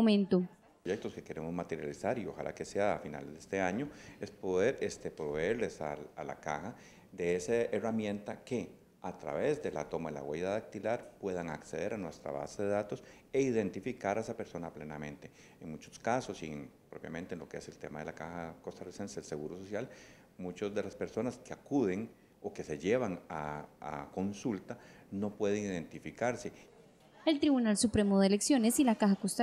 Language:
Spanish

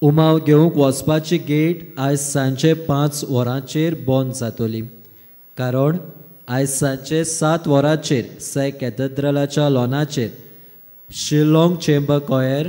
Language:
Konkani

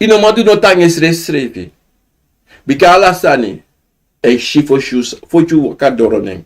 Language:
Sranan Tongo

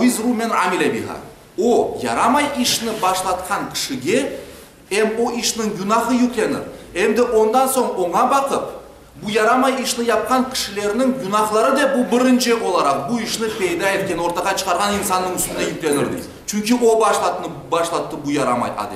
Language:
Crimean Tatar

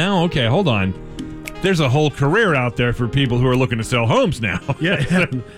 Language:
English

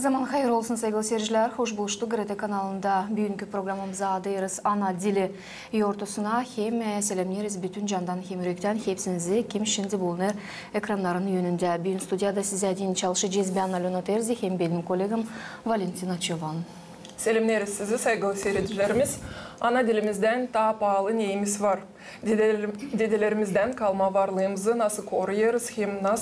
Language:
Gagauz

